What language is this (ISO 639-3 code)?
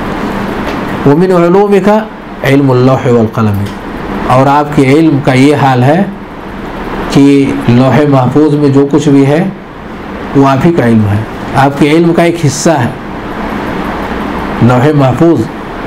urd